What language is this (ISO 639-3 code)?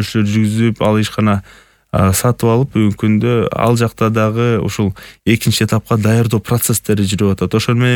kir